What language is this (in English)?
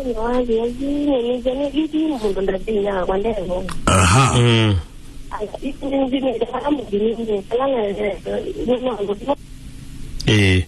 Kamba